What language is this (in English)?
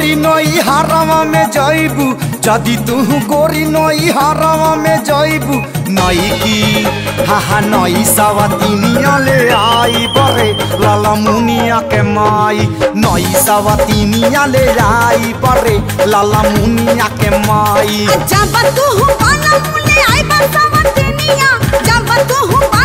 Bhojpuri